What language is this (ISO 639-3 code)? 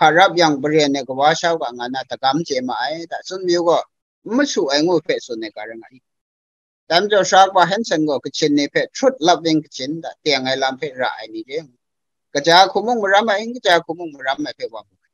kac